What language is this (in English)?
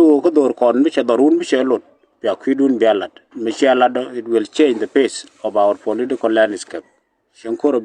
Nuer